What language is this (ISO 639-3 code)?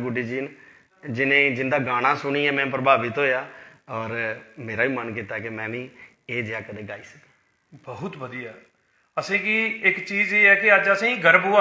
doi